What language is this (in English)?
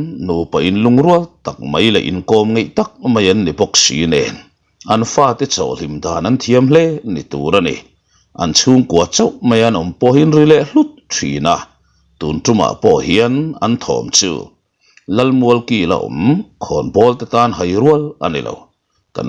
Mizo